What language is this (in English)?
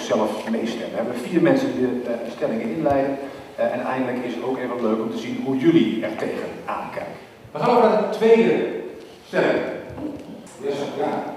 Dutch